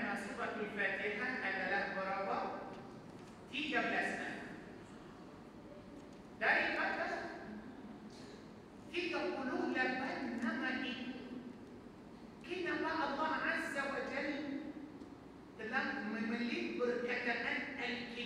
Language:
Malay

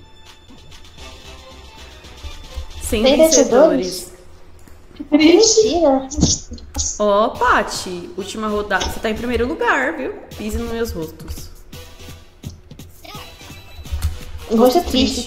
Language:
Portuguese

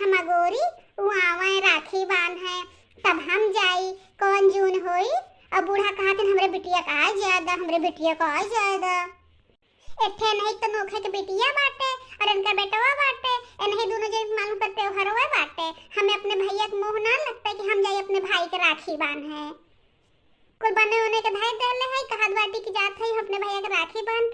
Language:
Bhojpuri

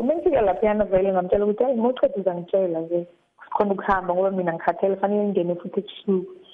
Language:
South Ndebele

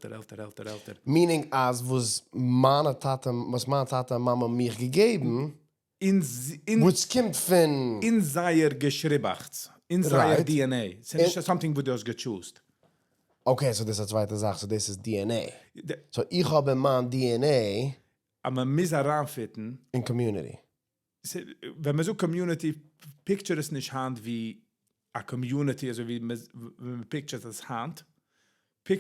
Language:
Yiddish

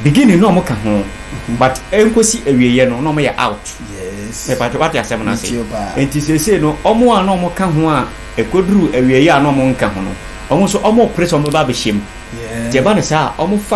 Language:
Akan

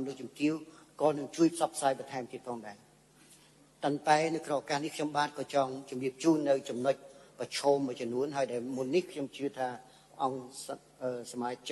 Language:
Khmer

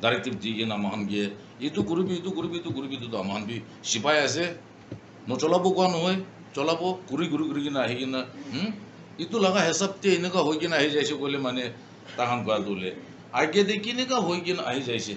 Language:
Naga Pidgin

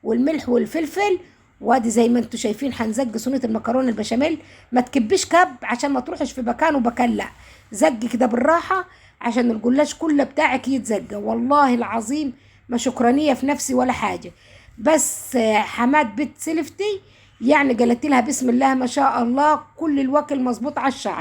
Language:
Egyptian Arabic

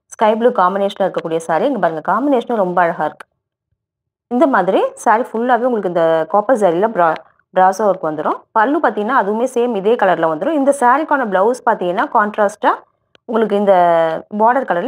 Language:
Tamil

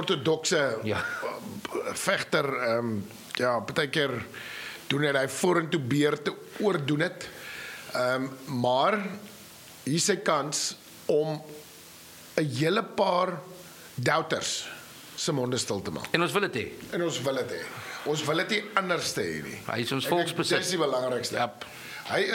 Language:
Afrikaans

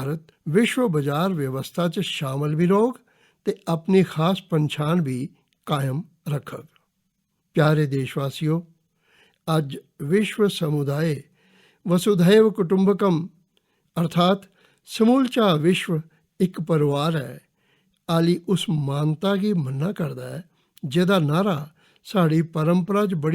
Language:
Dogri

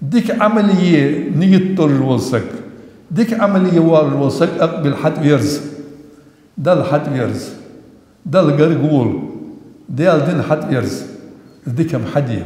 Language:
Ingush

